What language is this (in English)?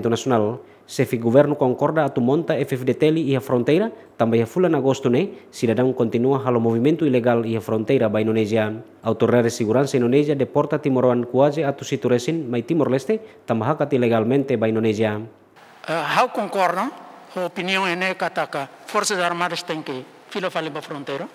Tetum